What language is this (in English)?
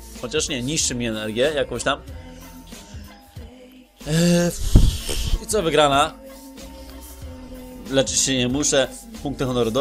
Polish